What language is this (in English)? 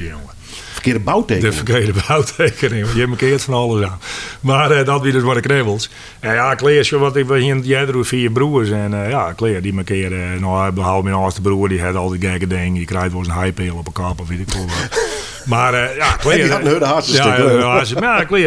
Western Frisian